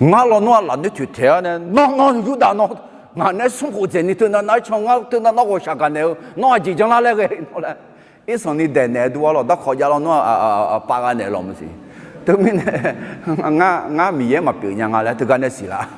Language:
Akha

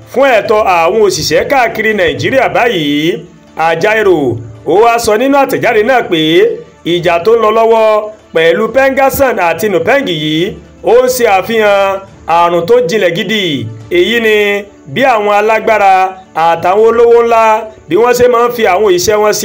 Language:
Yoruba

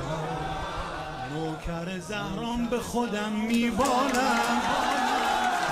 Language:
Persian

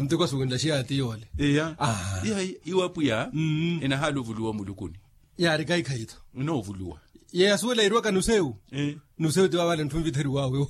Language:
Makhuwa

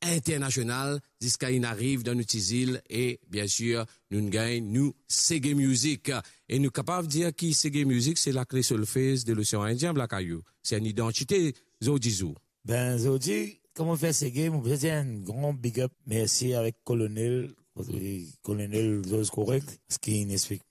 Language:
Morisyen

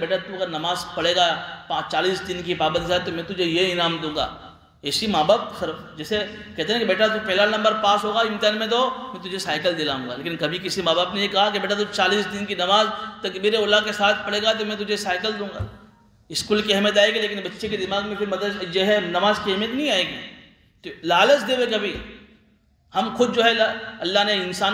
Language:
Urdu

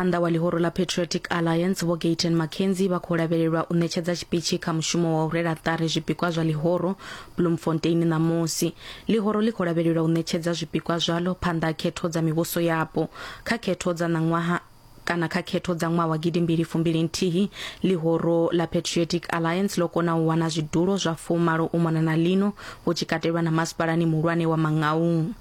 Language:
Venda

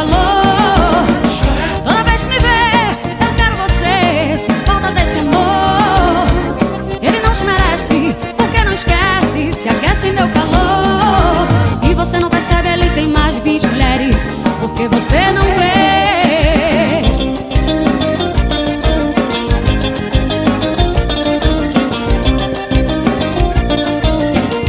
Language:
Portuguese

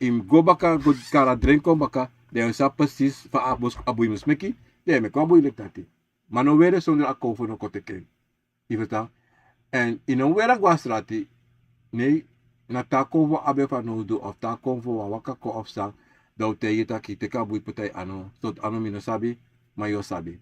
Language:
Sranan Tongo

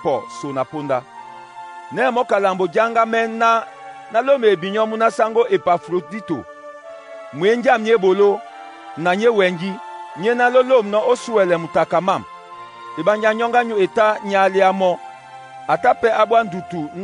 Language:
Duala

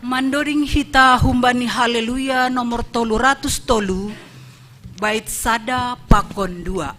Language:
Batak Simalungun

